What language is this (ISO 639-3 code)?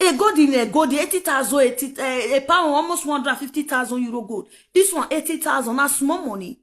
pcm